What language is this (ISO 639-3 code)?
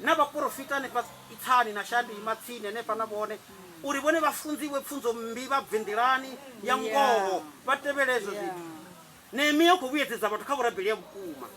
ven